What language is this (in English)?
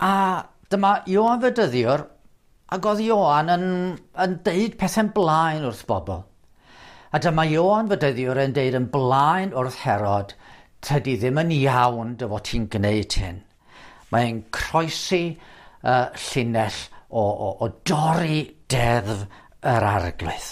Welsh